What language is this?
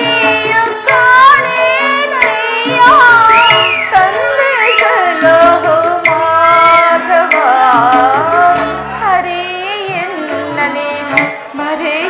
Kannada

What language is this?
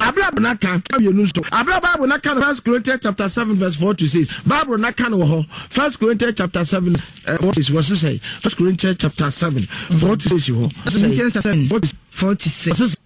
Akan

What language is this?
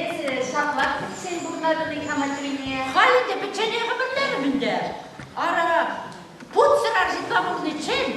Chuvash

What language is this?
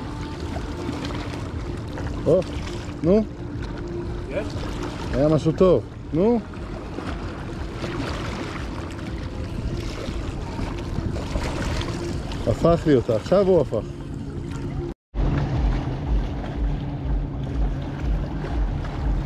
Hebrew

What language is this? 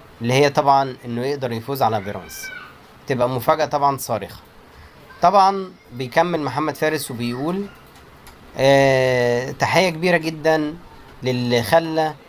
Egyptian Arabic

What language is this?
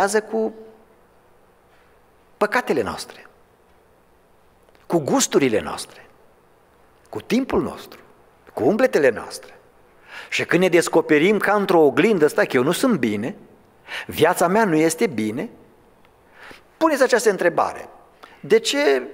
Romanian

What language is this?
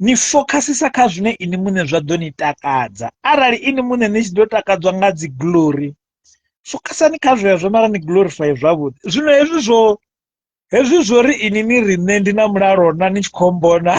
Venda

